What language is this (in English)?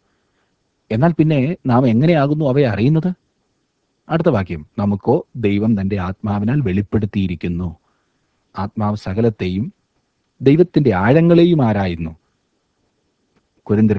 Malayalam